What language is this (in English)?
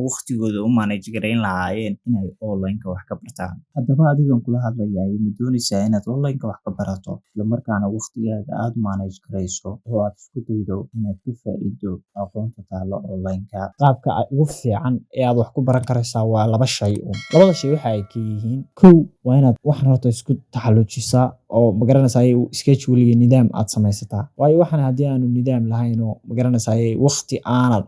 Somali